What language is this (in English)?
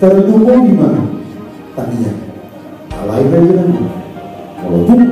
Batak Toba